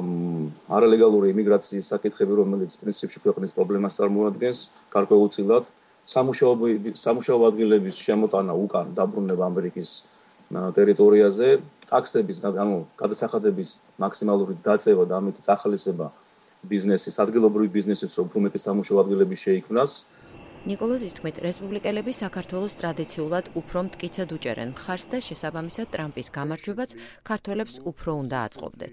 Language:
Georgian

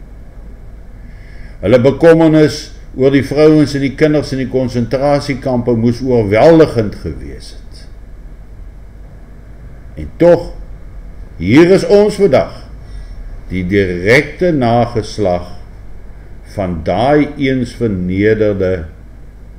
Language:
Afrikaans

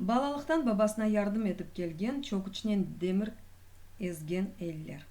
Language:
Crimean Tatar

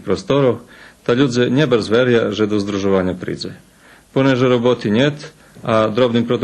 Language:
Rusyn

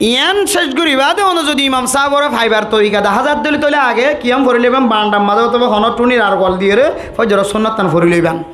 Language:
Rohingya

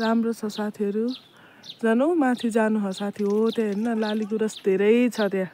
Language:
Nepali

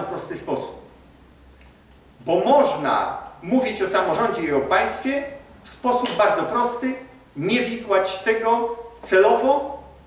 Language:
Polish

